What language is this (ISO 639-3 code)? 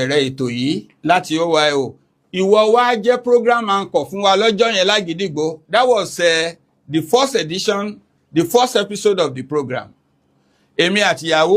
yor